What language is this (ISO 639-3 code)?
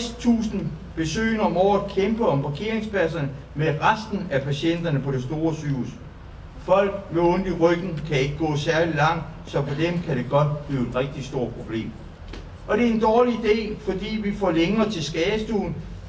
dan